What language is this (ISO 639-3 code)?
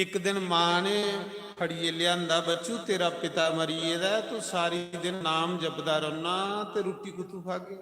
doi